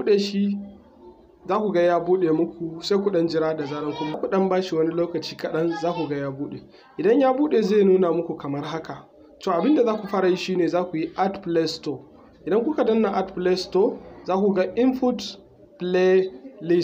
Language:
Hausa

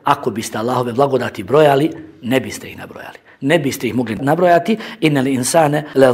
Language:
Bosnian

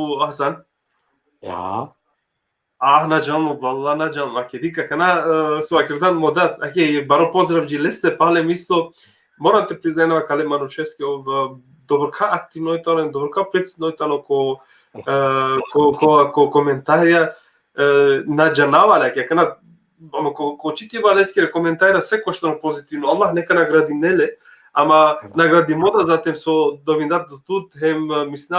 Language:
Balkan Romani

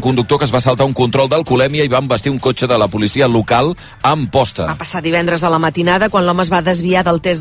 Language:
Catalan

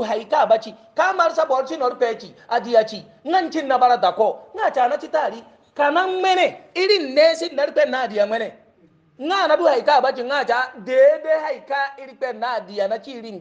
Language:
Hausa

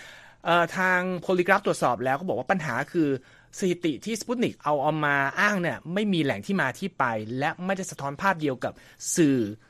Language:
Thai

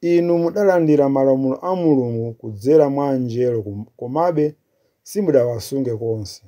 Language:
Nyanja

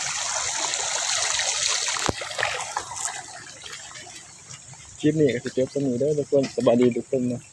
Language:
Lao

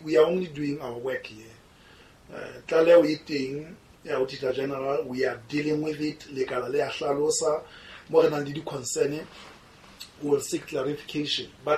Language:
Southern Sotho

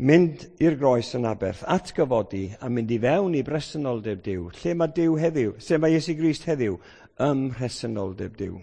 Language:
Welsh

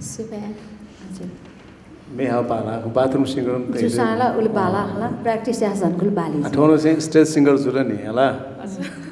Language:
Newari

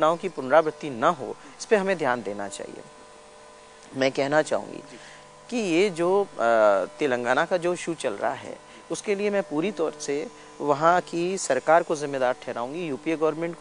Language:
Hindi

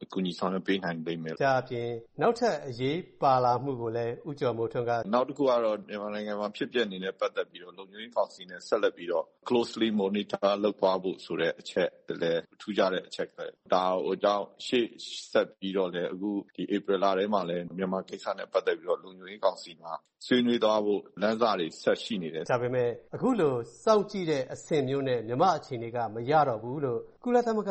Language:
Burmese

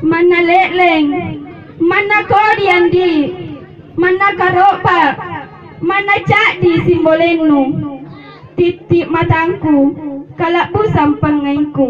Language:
Makasar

